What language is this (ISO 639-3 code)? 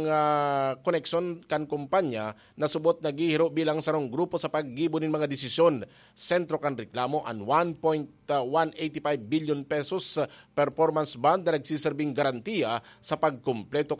bik